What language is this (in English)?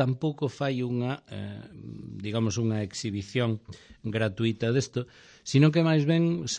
Galician